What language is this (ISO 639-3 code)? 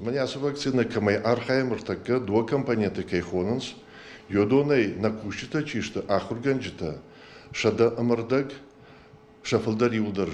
oss